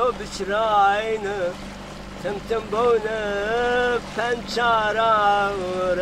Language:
Zaza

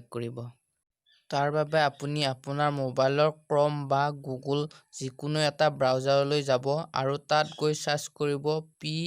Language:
Assamese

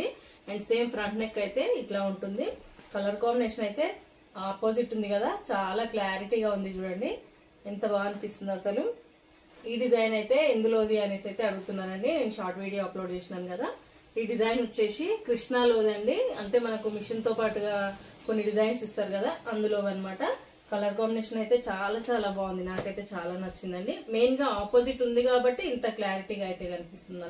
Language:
Telugu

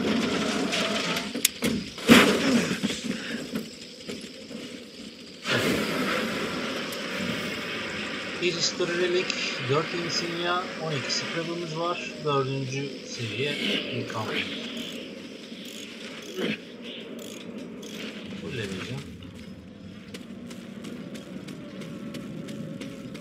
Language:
Turkish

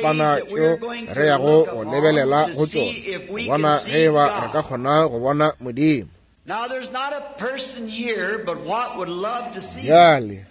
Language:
Northern Sotho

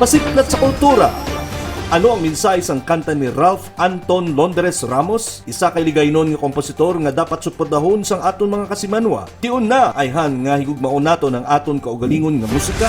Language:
Hiligaynon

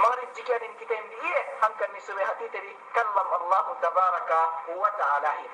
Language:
Yakan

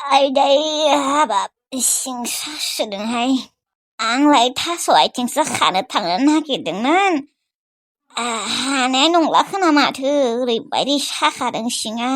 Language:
Bodo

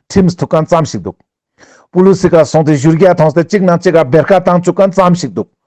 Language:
Ladakhi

